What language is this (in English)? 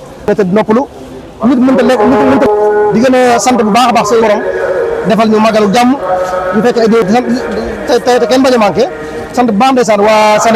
Wolof